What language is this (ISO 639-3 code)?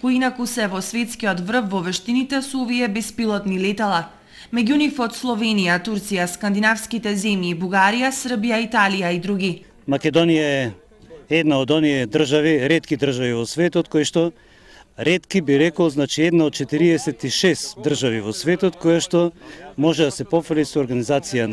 mkd